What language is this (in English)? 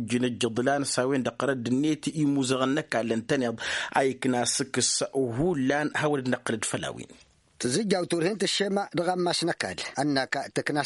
Tamasheq